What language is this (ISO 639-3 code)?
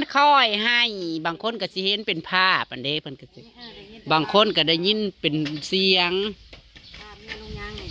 tts